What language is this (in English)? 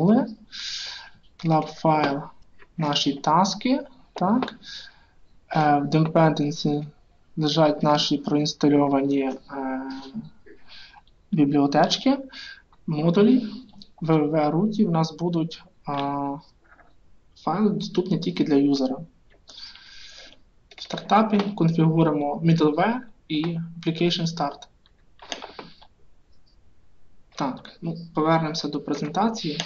Ukrainian